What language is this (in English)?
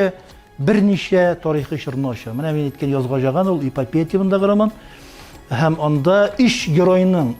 Tatar